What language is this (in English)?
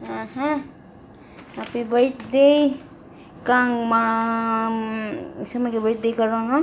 Cebuano